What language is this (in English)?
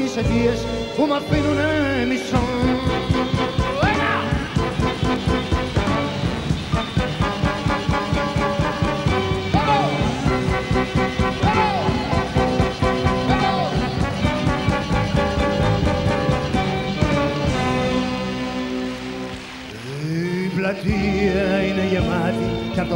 Greek